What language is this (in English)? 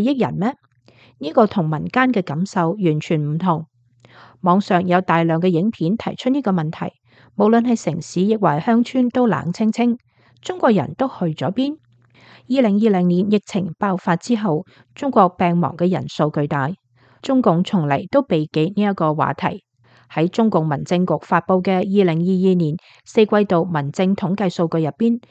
Cantonese